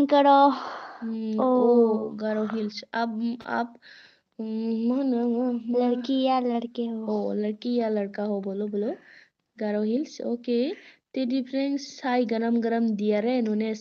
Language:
Bodo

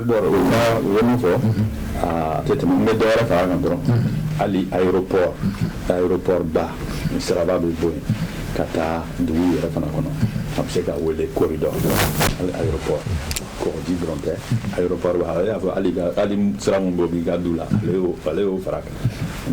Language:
Bambara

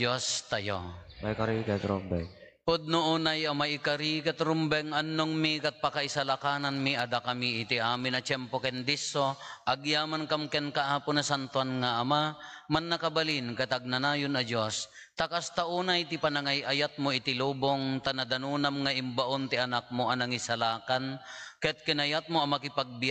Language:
Iloko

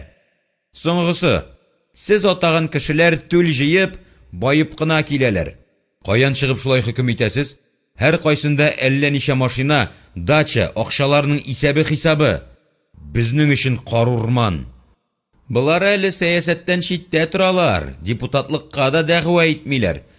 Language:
Tatar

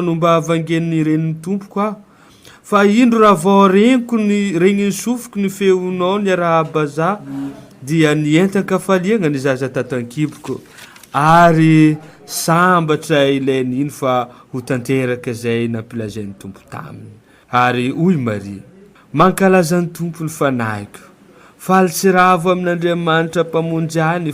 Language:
Malagasy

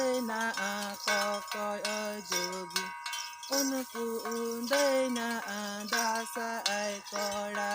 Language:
Santali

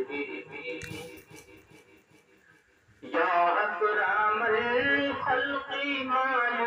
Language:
Urdu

